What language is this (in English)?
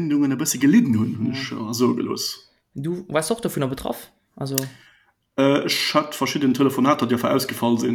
Luxembourgish